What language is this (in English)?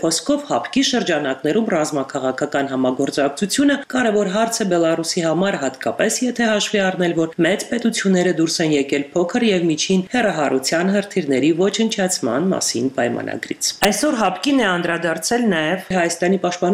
Armenian